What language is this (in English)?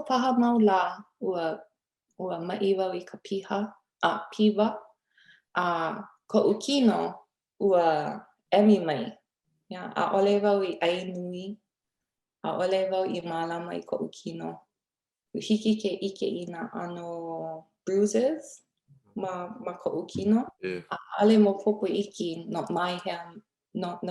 Hawaiian